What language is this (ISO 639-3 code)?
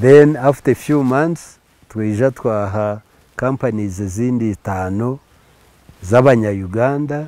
nyn